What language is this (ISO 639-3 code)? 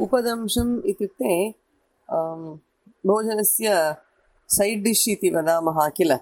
san